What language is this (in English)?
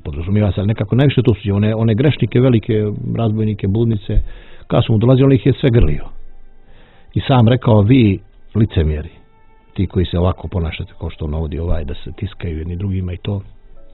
Bosnian